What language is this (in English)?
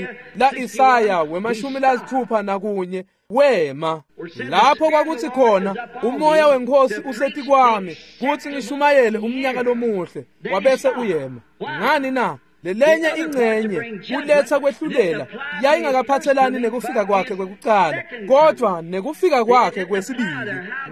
Swati